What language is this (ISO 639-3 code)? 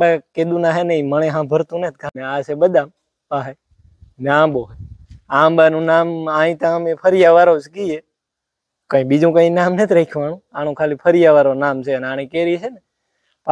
guj